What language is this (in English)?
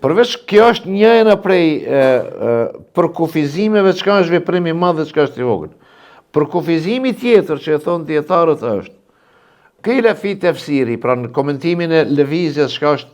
Albanian